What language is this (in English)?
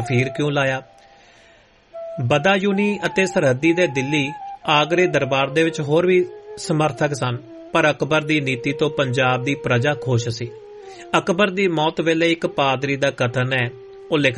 Punjabi